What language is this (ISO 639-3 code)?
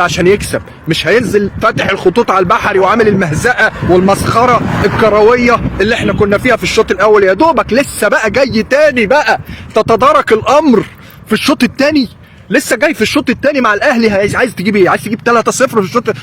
arz